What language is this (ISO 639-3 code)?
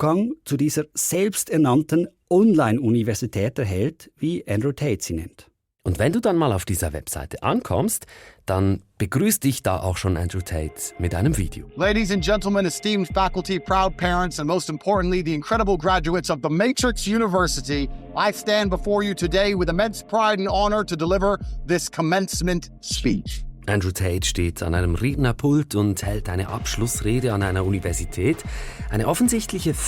gsw